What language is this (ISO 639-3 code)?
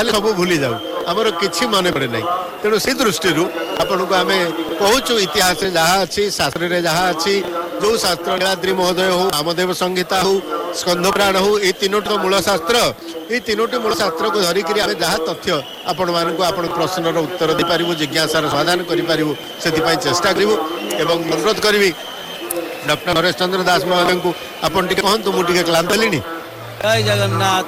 ori